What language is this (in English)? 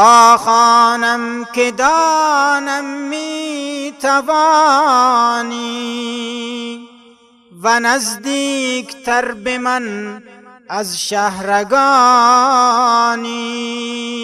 Persian